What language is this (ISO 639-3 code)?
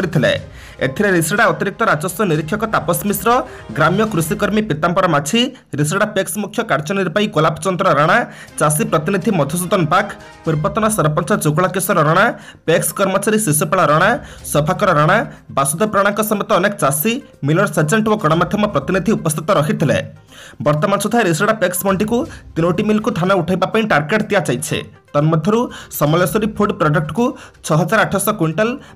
ori